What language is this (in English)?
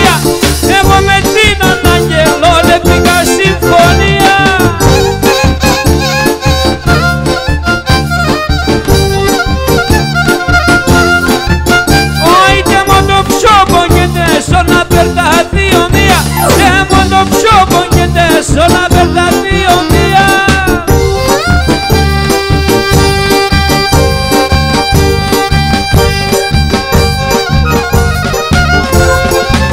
Greek